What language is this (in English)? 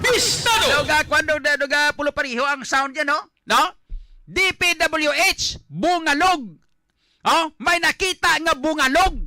Hiligaynon